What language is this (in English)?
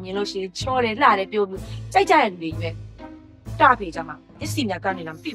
Burmese